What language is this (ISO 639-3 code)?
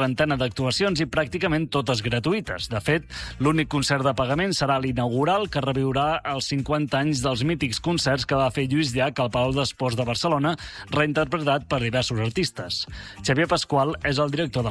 cat